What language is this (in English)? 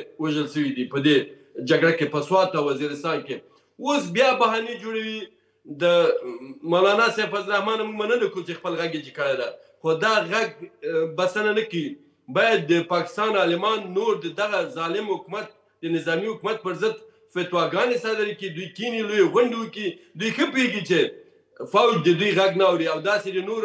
Pashto